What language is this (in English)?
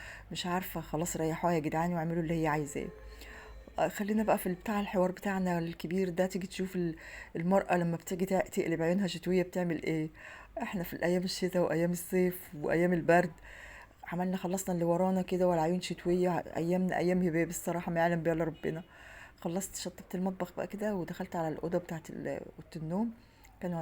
Egyptian Arabic